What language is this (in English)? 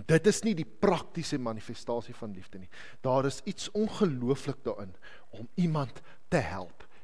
Afrikaans